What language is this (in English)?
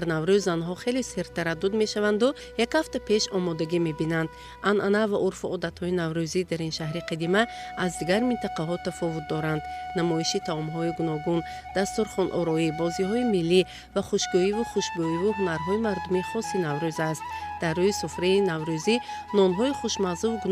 Tajik